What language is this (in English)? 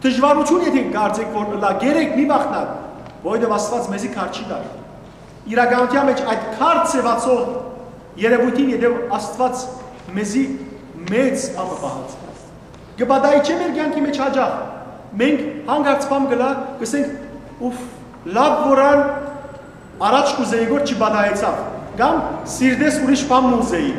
Western Armenian